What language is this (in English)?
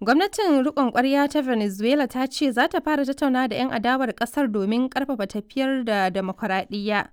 Hausa